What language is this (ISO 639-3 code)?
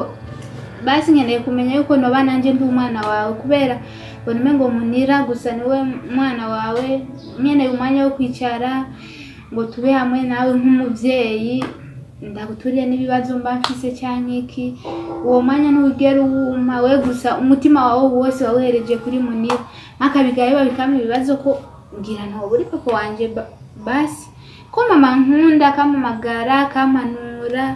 run